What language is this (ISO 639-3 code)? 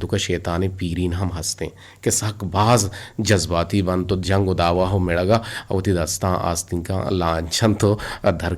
bgp